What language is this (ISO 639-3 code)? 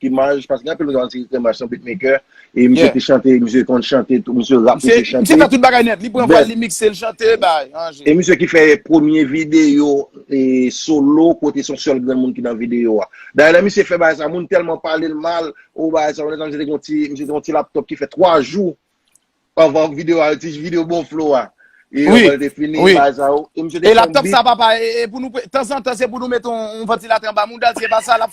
hat